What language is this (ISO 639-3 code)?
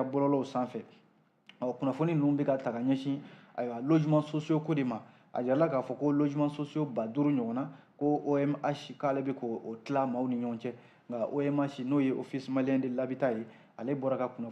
bam